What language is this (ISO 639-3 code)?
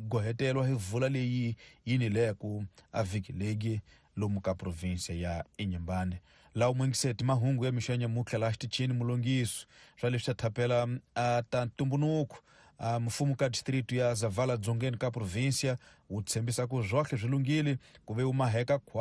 tso